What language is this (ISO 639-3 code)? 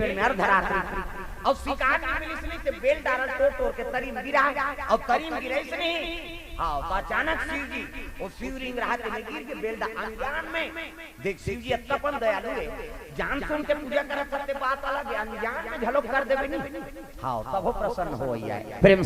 hne